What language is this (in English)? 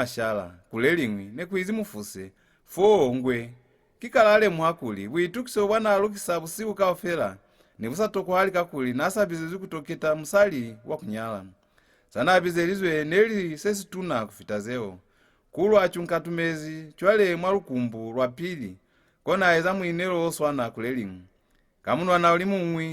Lozi